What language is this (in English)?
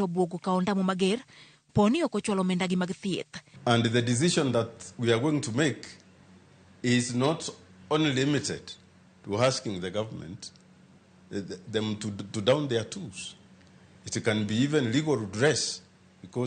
Luo (Kenya and Tanzania)